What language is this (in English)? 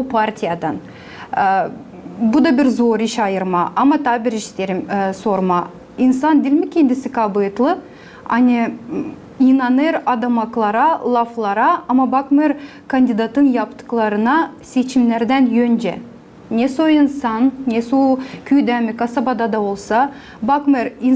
Gagauz